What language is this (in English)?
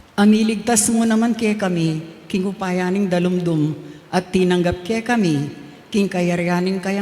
Pampanga